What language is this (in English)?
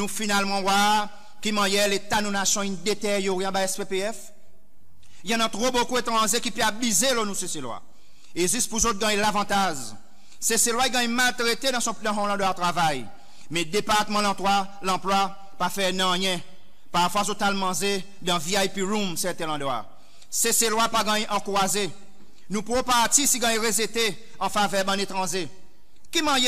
Seselwa Creole French